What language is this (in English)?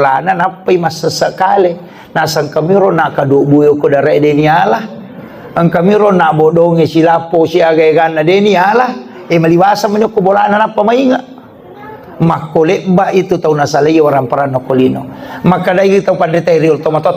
Buginese